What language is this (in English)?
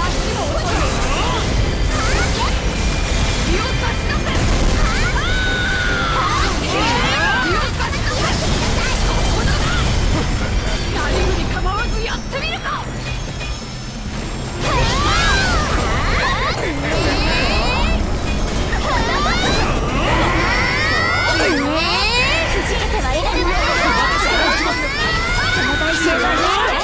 Japanese